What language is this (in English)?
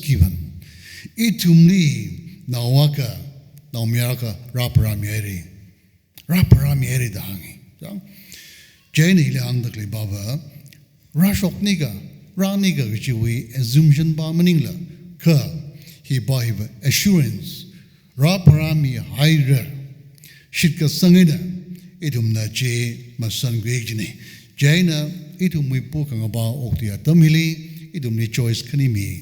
Tangkhul Naga (India)